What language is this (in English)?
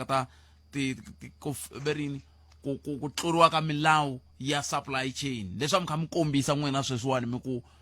Tsonga